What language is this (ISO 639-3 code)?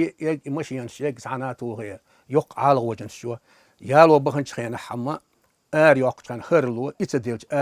che